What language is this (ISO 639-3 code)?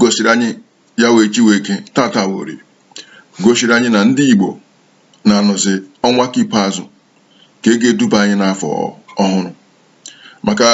ibo